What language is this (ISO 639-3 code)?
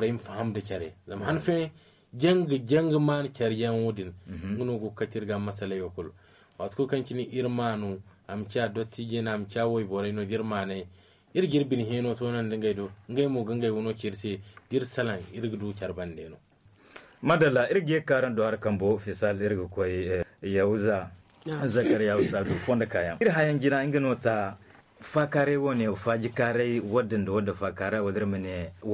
dje